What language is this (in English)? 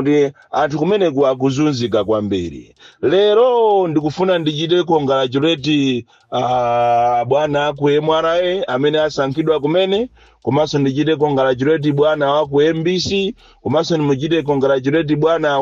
Nyanja